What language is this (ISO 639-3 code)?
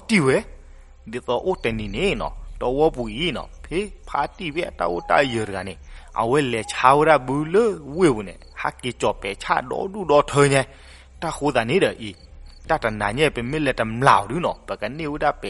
ksw